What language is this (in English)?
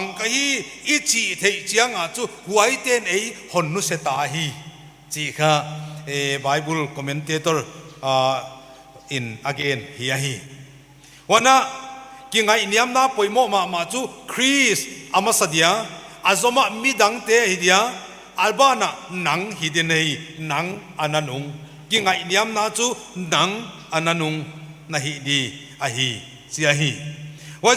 Paite Chin